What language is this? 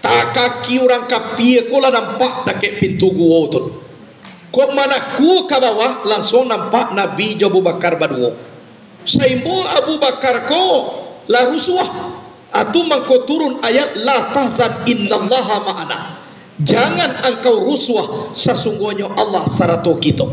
Minangkabau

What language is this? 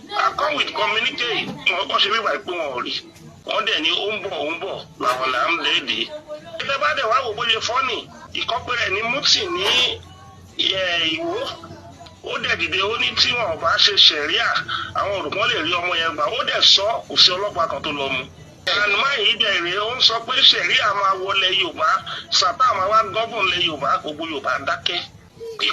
Yoruba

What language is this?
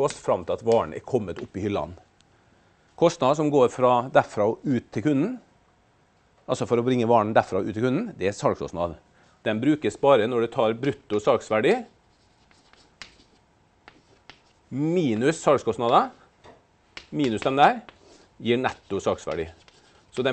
Norwegian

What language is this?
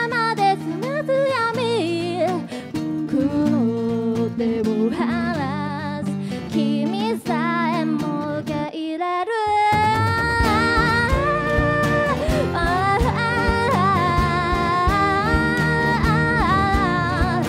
Japanese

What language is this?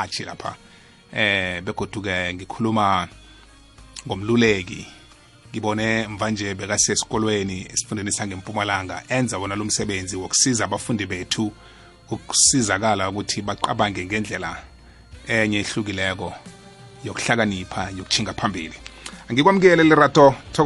South Ndebele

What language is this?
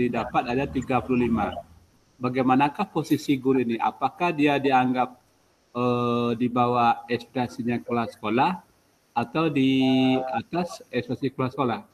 Indonesian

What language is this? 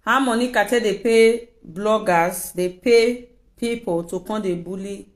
Nigerian Pidgin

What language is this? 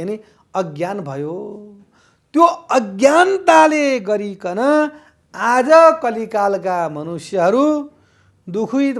Nepali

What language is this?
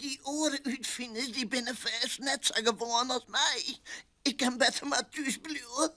Western Frisian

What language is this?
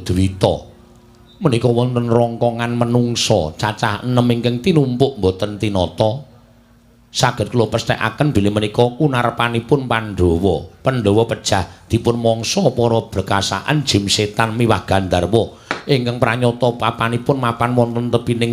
Javanese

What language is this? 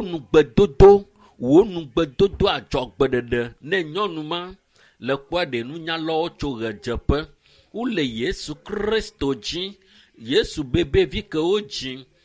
Ewe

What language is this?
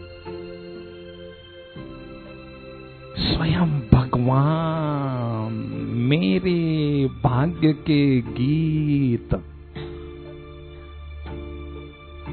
Hindi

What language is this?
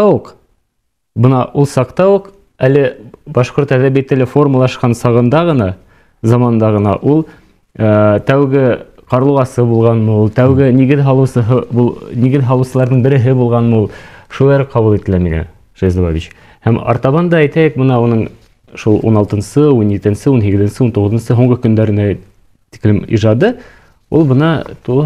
Bashkir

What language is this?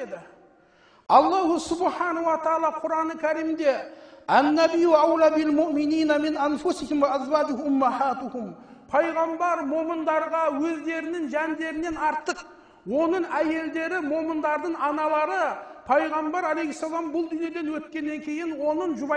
Kazakh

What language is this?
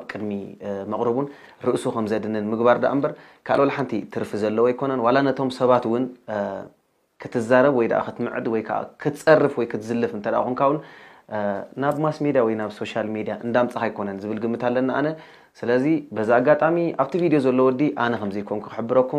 Tigrinya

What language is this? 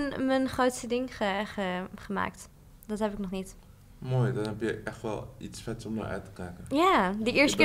Dutch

